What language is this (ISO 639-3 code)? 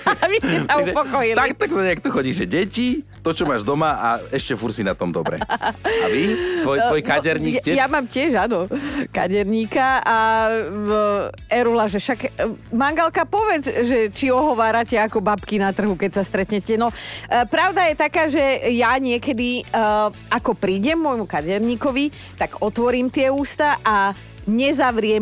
slk